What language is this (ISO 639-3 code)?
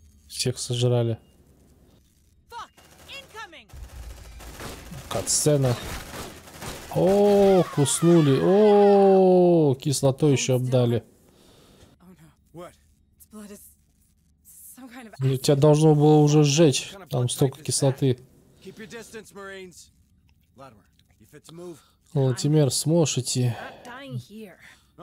rus